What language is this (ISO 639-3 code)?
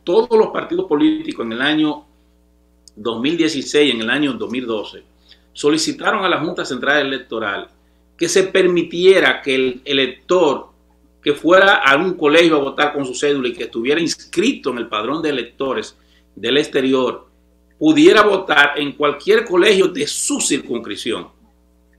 spa